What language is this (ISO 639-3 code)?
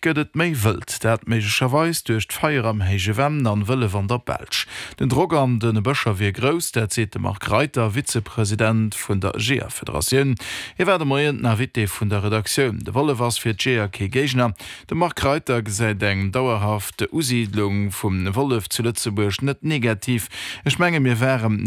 ltz